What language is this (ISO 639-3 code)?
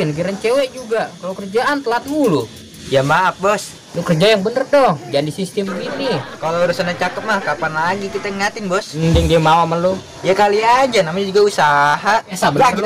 bew